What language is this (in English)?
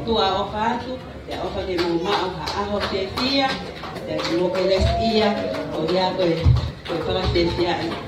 Tongan